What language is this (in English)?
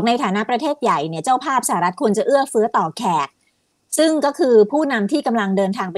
Thai